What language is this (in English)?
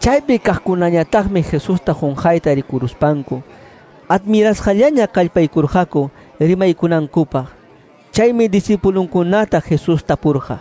Quechua